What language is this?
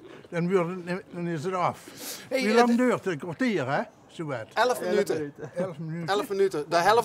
Limburgish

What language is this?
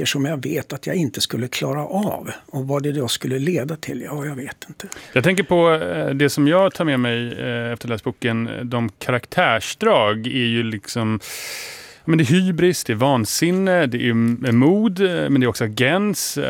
Swedish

